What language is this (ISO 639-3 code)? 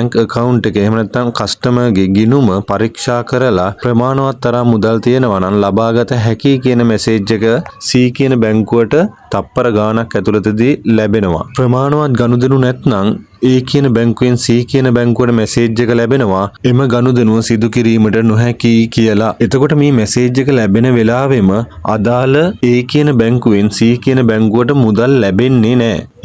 sin